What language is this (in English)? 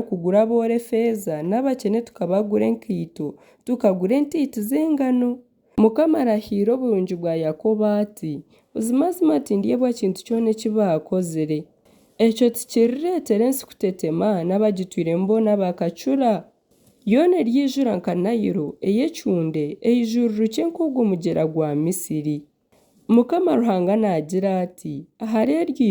Nyankole